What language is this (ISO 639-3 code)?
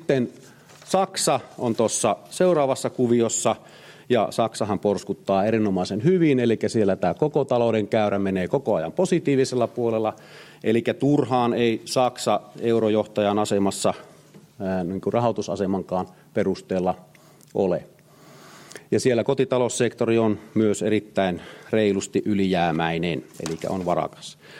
fin